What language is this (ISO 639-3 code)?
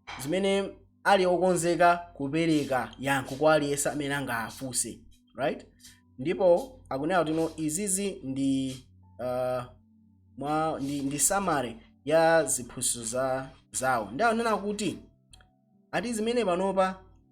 nya